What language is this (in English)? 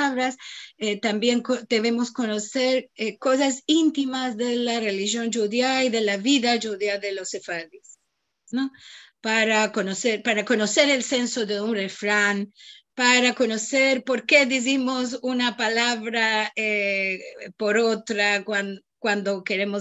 Ladino